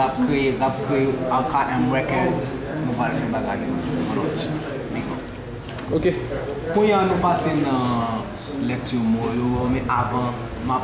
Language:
Haitian Creole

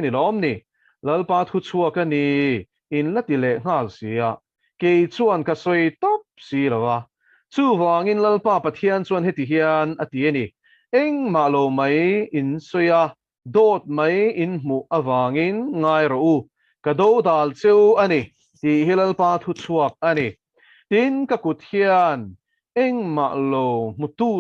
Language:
Mizo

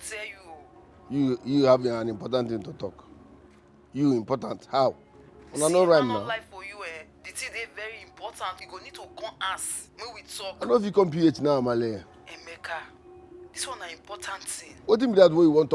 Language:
Nigerian Pidgin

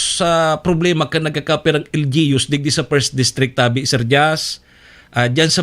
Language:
Bikol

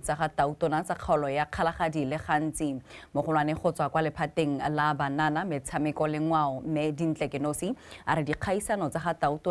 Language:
Tswana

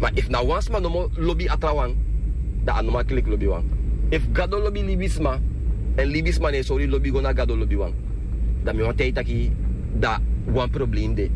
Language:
Sranan Tongo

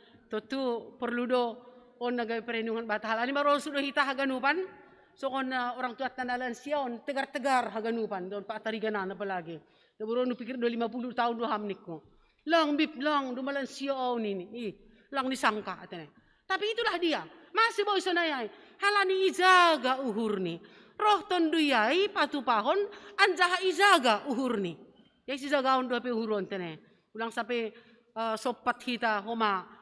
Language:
Batak Simalungun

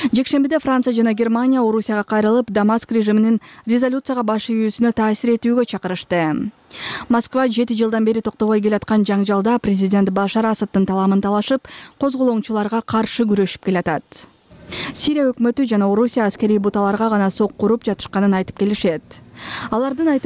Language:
Kyrgyz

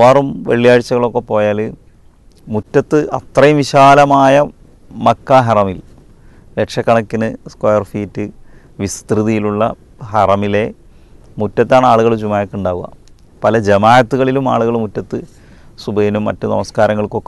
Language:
Malayalam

